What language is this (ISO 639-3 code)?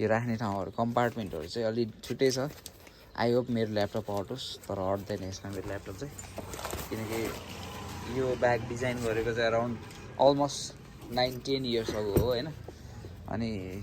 nep